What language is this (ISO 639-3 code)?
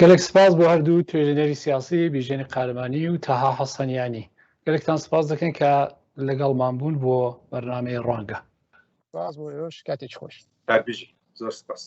ckb